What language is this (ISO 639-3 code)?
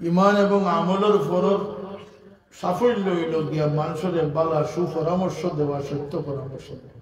syl